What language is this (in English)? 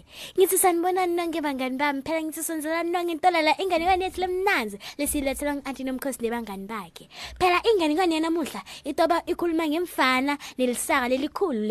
Swati